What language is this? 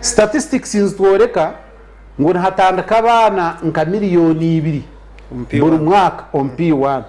Nyankole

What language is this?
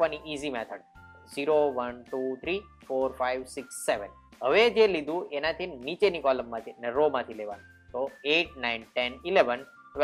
Gujarati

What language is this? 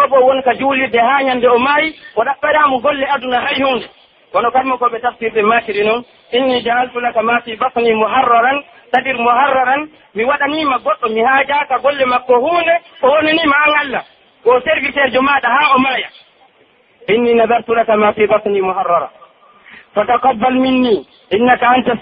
Pular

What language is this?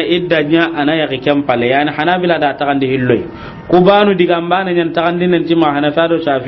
Soninke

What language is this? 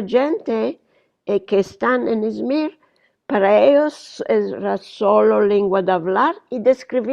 Ladino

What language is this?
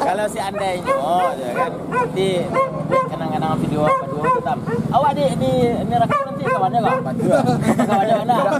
Minangkabau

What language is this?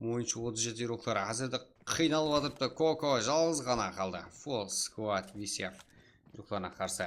Kara-Kalpak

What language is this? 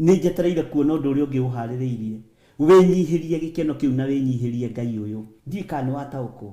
Kikuyu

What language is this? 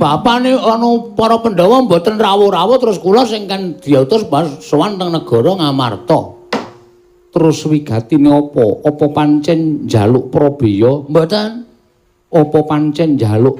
Javanese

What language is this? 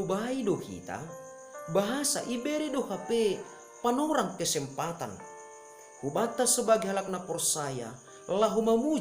Batak Simalungun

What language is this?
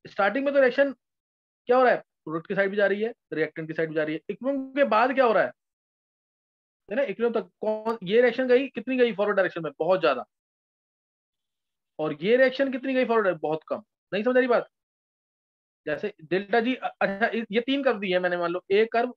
Hindi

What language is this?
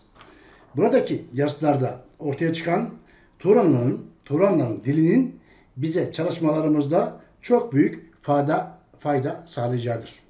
Turkish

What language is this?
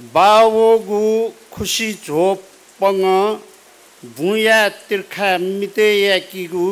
Newari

